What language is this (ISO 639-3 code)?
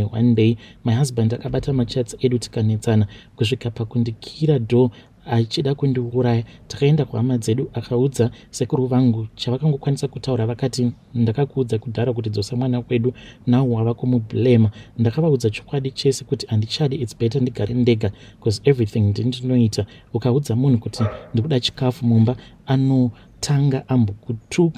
sna